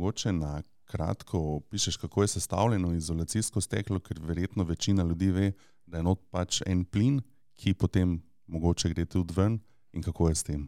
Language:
Slovenian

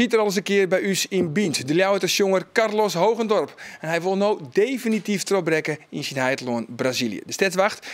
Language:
Western Frisian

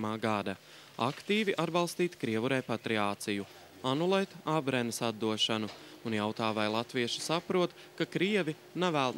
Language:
Latvian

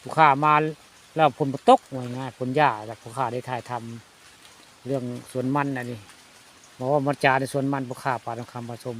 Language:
Northeastern Thai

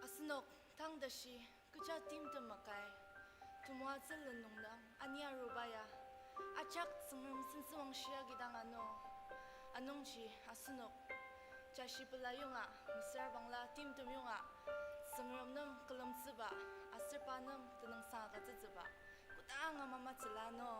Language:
Ao Naga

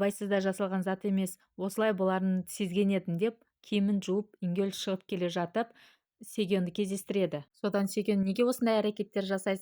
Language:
Kazakh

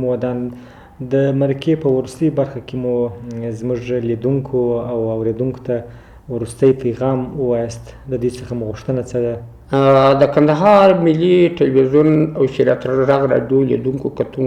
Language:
Pashto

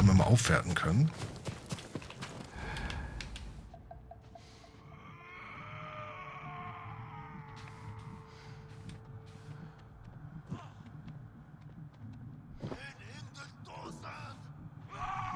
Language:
German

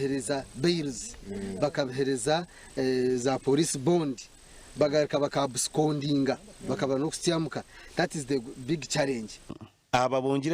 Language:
Nyankole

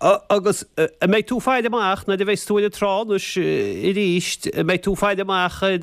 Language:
Irish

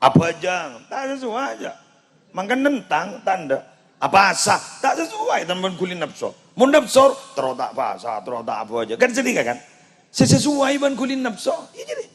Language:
Madurese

